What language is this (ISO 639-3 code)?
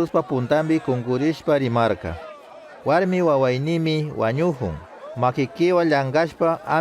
qug